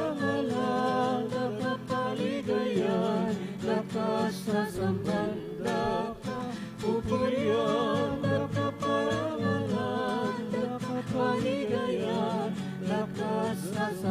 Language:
Pampanga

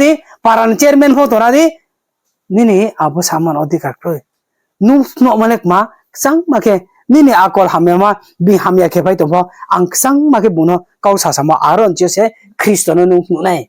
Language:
Riang (India)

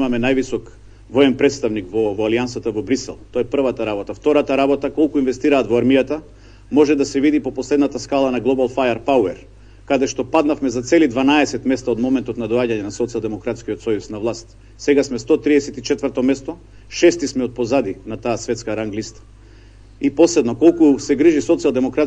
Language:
Macedonian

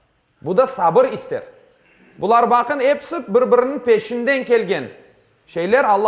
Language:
Crimean Tatar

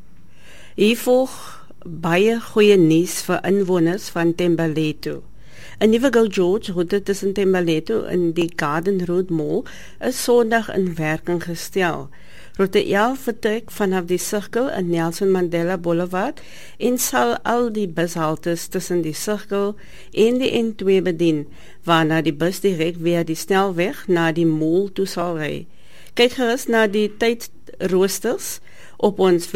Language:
Afrikaans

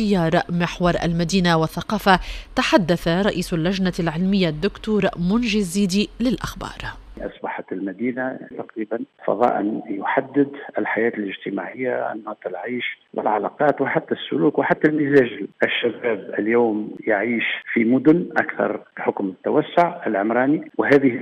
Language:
Tunisian Arabic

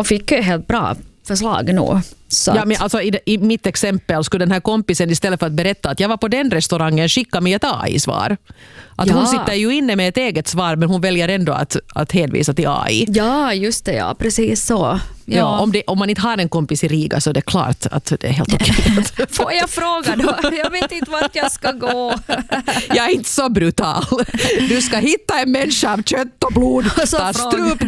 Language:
Swedish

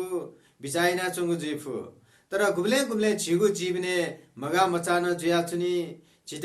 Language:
Newari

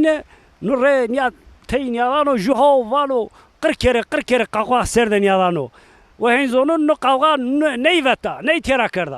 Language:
Zaza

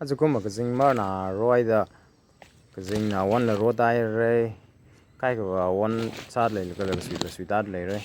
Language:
Tangkhul Naga (India)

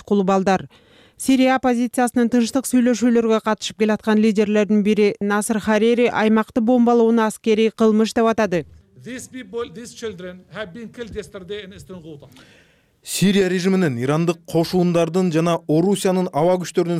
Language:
Kyrgyz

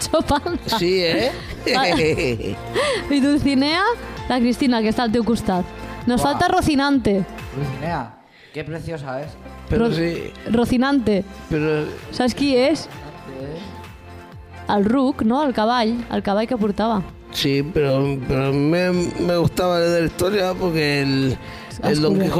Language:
Catalan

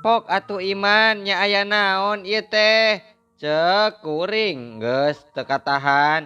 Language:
Sundanese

